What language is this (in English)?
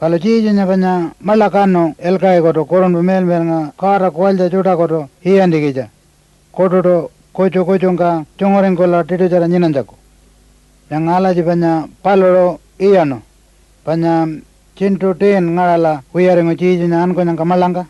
Pitjantjatjara